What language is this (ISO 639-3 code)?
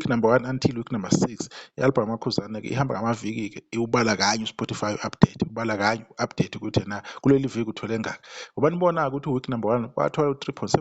zul